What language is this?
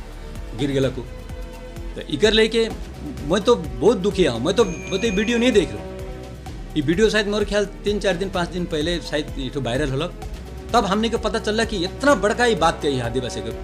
Sadri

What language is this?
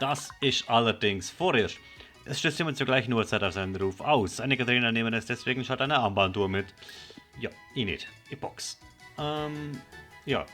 Swiss German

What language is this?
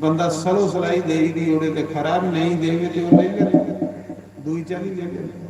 Dogri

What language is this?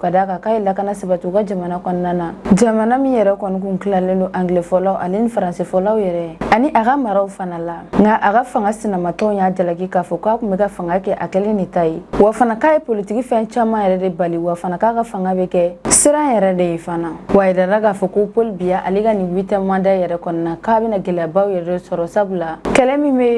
Bambara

